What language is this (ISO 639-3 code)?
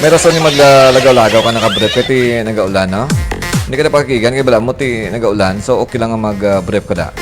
hil